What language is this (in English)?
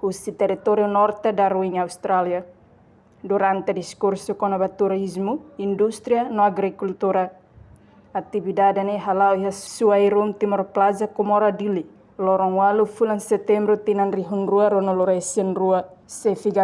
Tetum